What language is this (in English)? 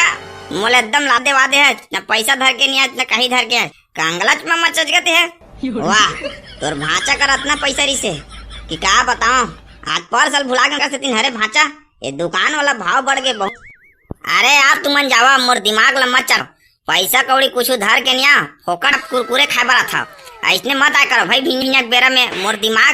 Chhattisgarhi